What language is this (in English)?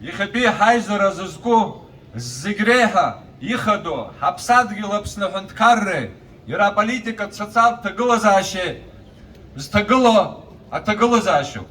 Abkhazian